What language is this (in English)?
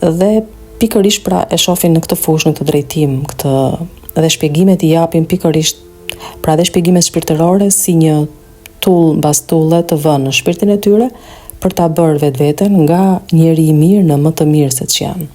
Albanian